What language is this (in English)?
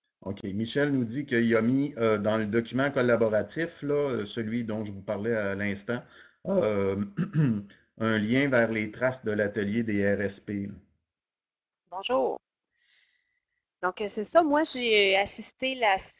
French